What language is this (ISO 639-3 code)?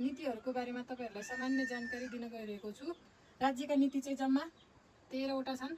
nep